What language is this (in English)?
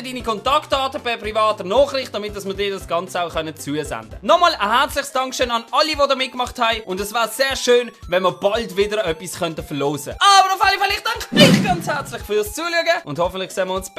Swiss German